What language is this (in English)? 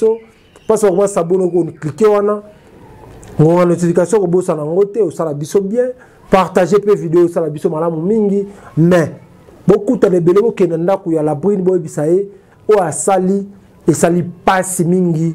Lingala